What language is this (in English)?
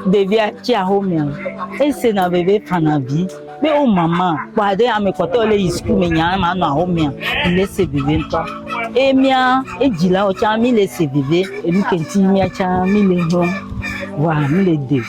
Ewe